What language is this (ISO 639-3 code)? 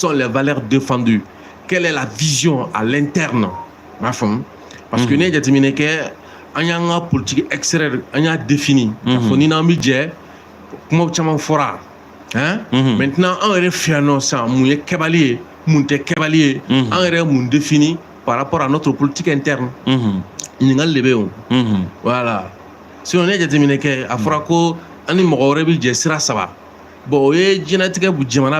bam